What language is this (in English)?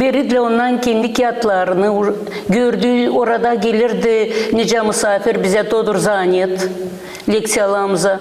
Gagauz